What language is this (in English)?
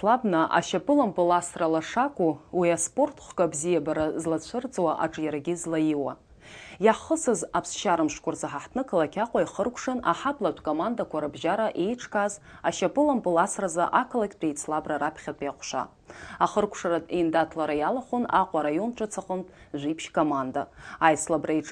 Abkhazian